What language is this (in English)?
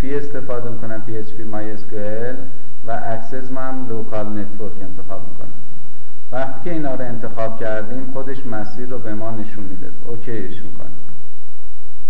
Persian